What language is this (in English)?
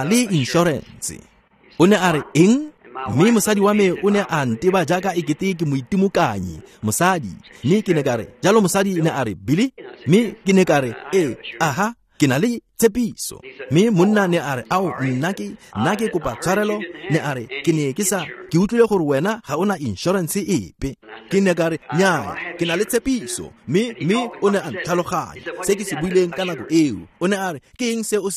Tswana